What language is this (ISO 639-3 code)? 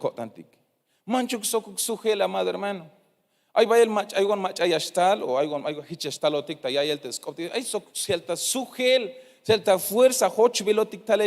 tzh